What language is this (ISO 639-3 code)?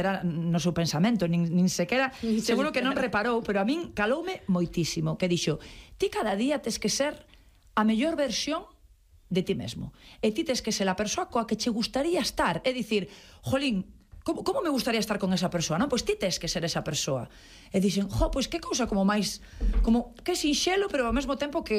glg